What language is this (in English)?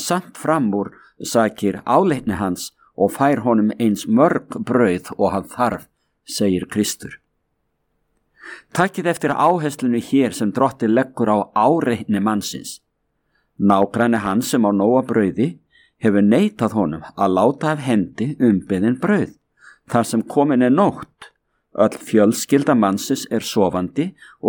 Icelandic